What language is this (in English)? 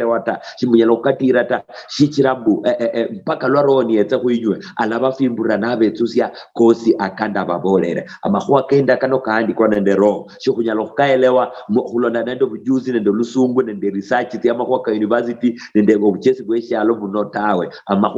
Luyia